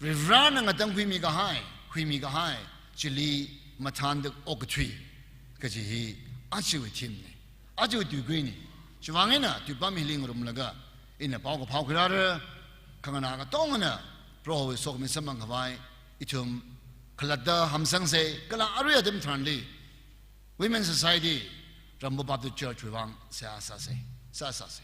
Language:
Tangkhul Naga (India)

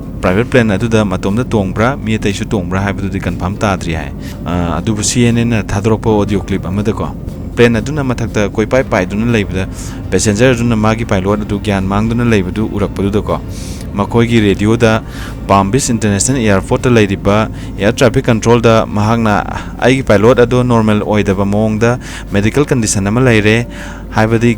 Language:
Manipuri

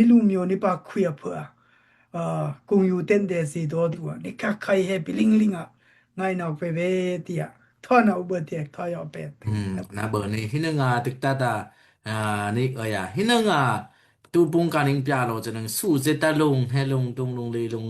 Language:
Daai Chin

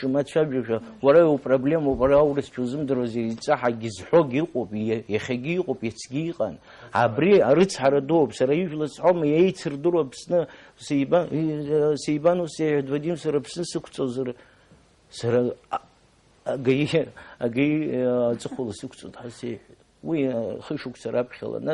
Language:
Abkhazian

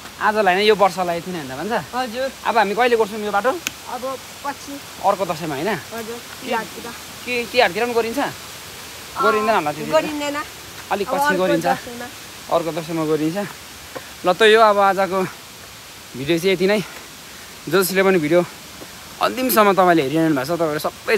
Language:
Nepali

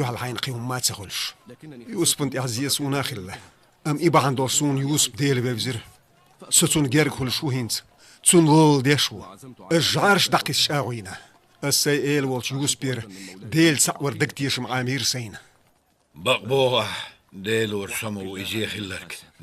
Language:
Chechen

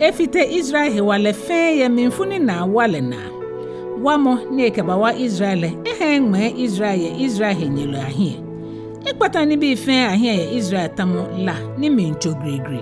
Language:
Ga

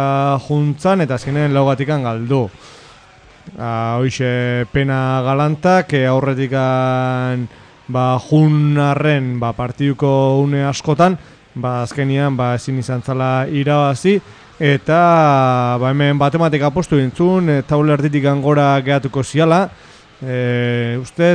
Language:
Basque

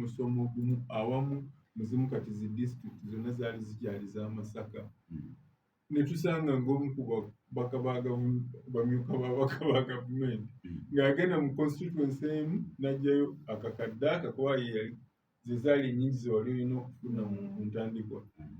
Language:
Ganda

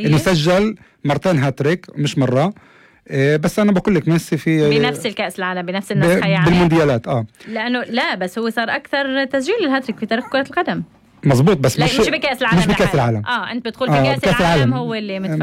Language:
North Levantine Arabic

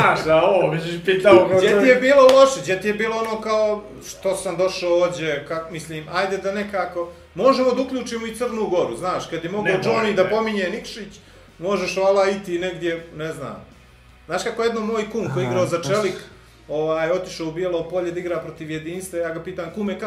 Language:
Bosnian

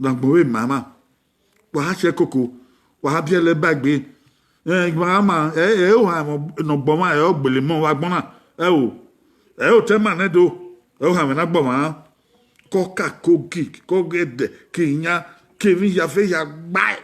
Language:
Bini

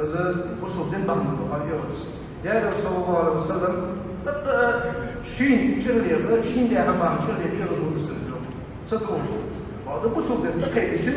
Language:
Ingush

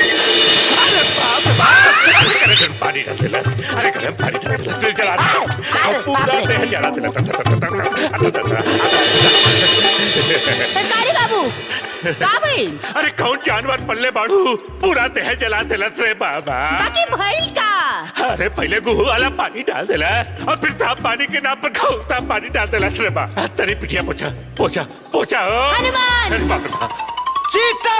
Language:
Bhojpuri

